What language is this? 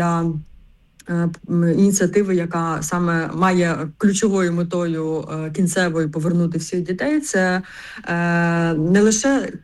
Ukrainian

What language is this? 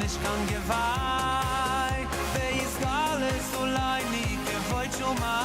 Yiddish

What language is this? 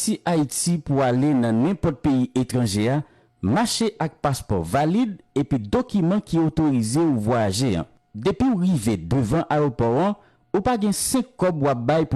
Haitian Creole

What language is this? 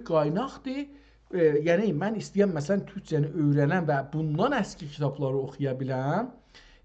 South Azerbaijani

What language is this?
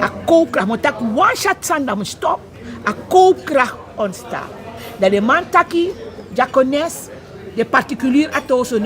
Sranan Tongo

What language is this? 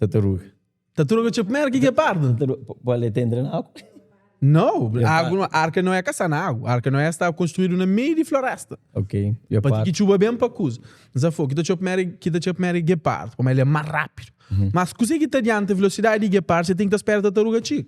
Kabuverdianu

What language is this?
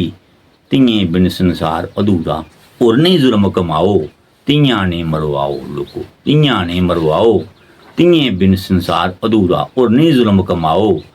Dogri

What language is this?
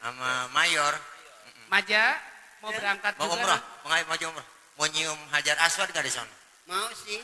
Betawi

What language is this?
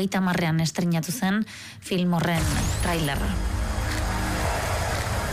Basque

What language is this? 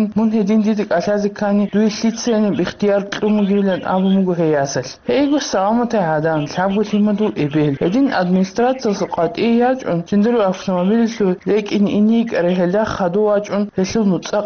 Avaric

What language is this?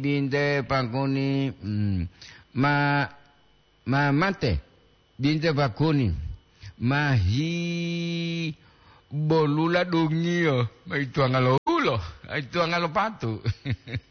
Gorontalo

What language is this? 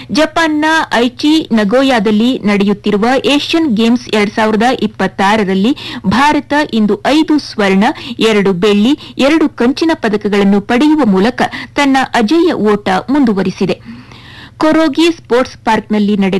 Kannada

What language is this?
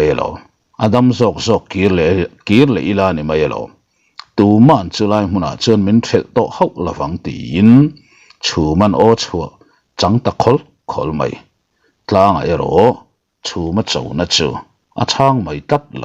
Mizo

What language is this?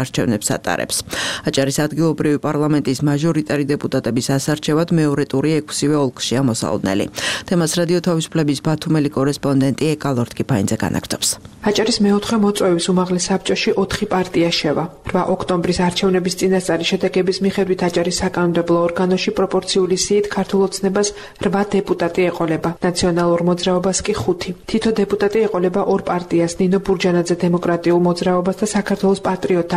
Georgian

